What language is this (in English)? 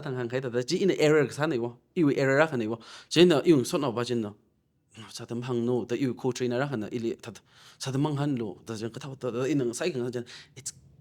Tangkhul Naga (India)